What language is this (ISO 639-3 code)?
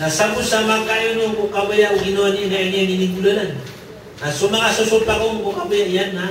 mrw